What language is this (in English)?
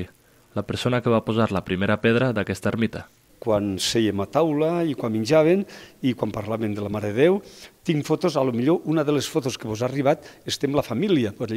Catalan